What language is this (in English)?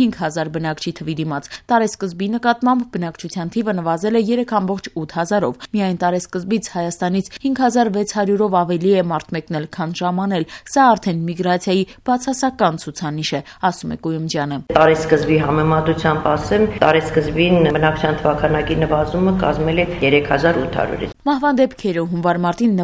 Armenian